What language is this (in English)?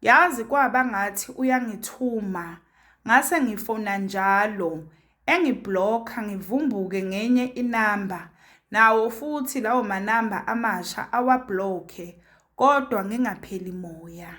Zulu